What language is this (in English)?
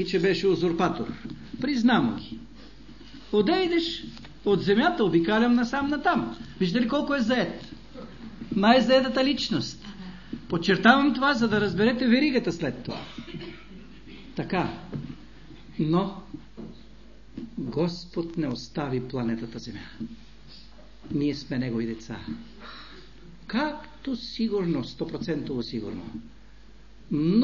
Bulgarian